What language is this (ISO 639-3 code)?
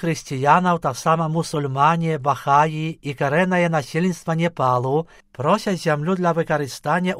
bel